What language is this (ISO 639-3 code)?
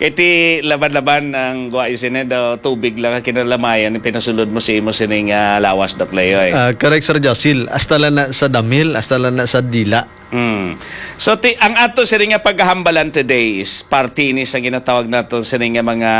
hil